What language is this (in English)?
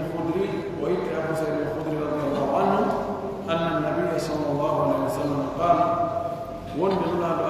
Pular